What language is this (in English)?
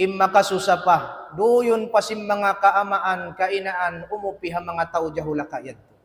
Tausug